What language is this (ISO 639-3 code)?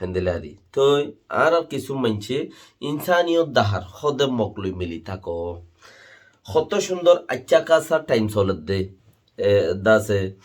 rhg